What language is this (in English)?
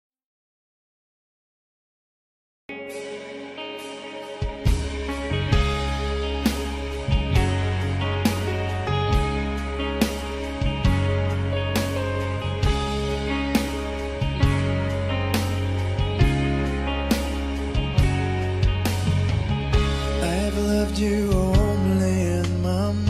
English